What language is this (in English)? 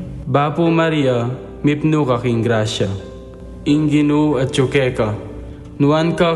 Pampanga